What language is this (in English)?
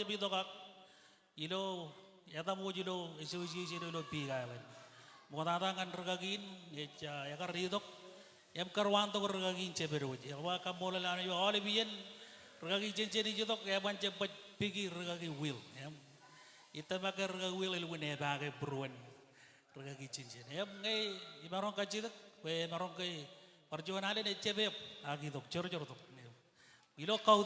Marshallese